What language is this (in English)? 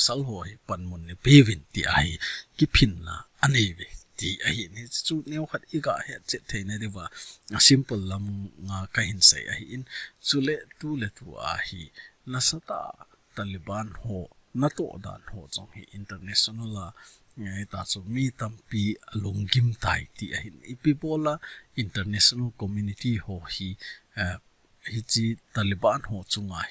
Thado Chin